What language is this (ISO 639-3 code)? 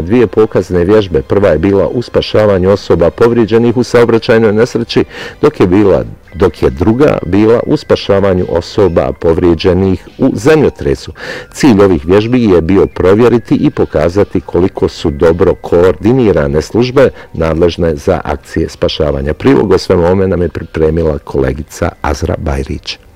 bos